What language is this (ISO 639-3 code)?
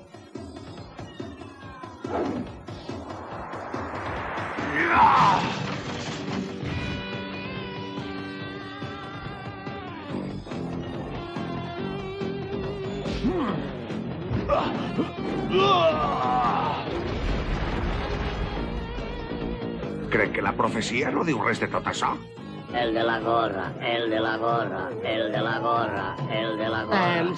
cat